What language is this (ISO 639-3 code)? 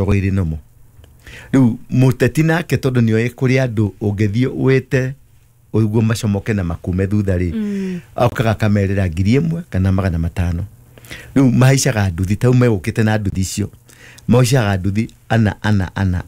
kik